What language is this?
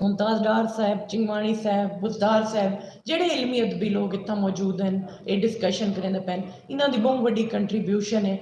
Saraiki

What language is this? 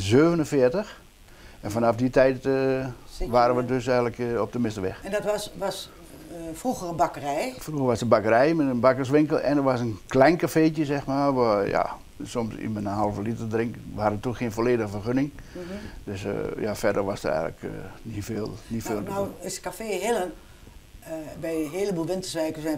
Dutch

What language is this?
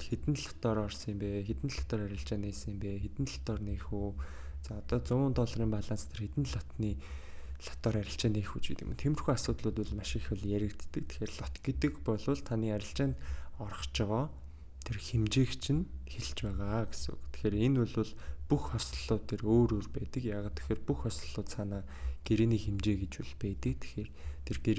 Mongolian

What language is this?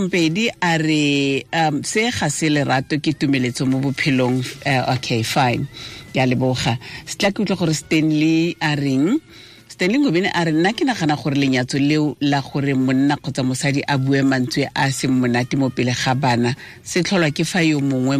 Tswana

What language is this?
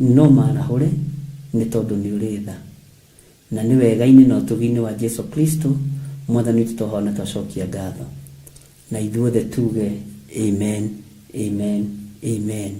Kikuyu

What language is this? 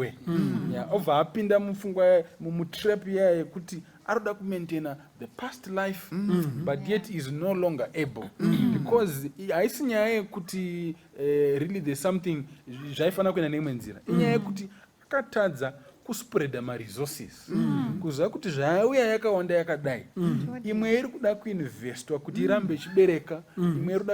Shona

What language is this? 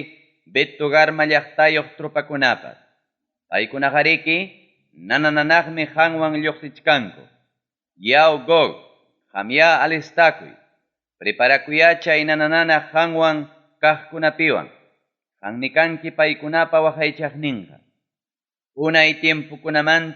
Ayacucho Quechua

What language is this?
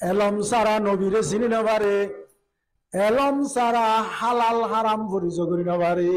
Rohingya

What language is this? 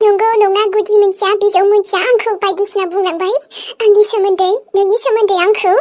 Bodo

